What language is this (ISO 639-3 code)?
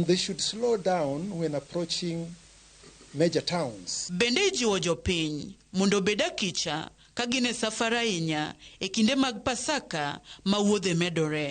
luo